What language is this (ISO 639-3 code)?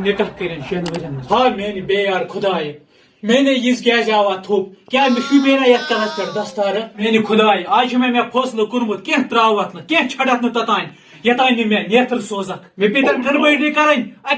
kas